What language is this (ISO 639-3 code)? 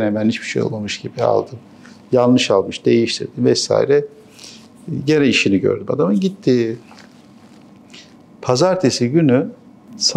tur